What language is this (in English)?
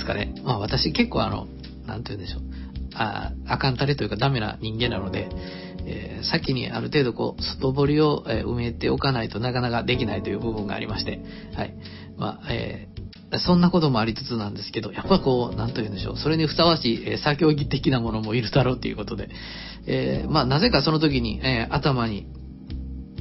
Japanese